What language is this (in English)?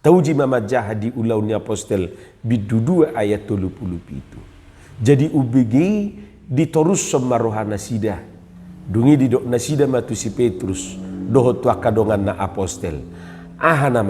Batak Toba